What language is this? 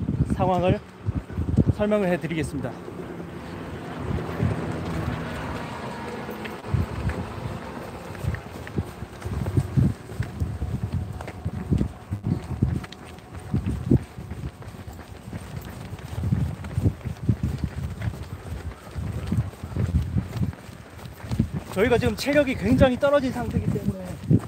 Korean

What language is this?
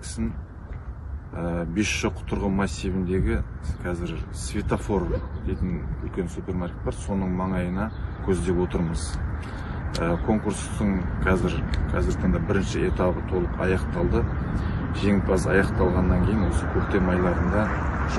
Kazakh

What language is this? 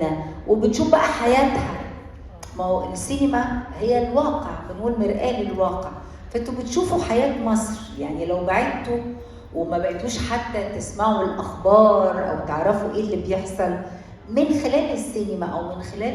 Egyptian Arabic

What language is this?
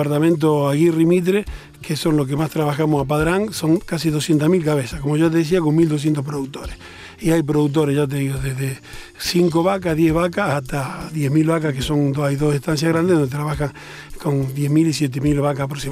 Spanish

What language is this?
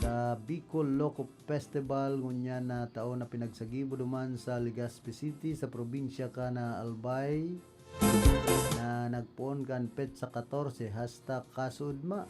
Bikol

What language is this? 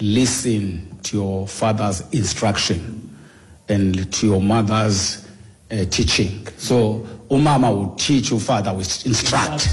Xhosa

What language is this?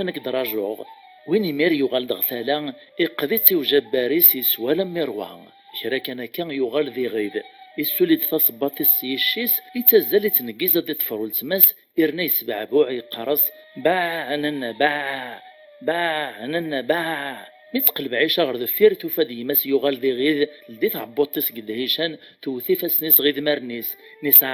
Kabyle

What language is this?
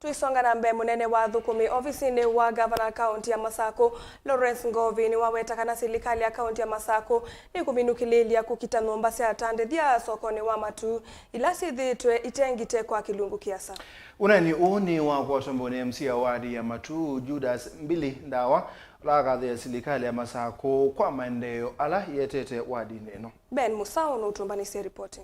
Kamba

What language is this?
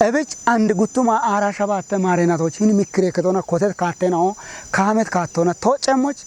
Kafa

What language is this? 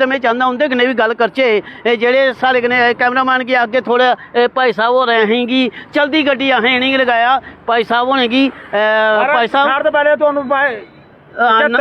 Dogri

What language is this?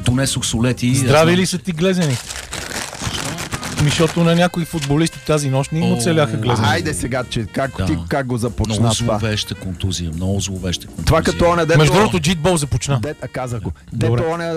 Bulgarian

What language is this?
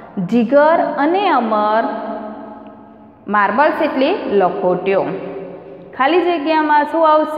Gujarati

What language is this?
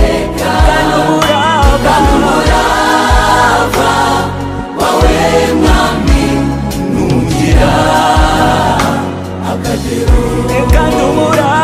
Kinyarwanda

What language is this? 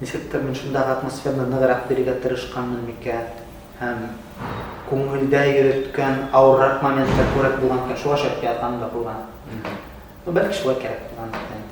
Bashkir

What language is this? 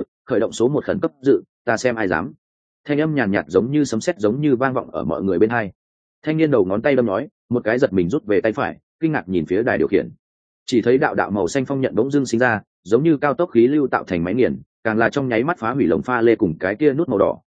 Vietnamese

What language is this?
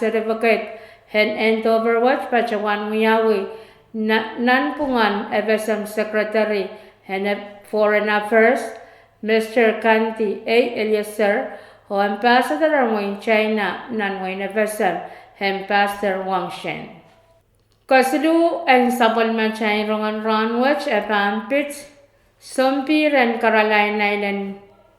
Pohnpeian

